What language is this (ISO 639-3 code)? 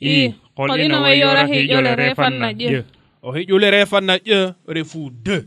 srr